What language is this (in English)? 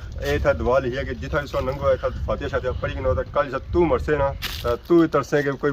Pahari-Potwari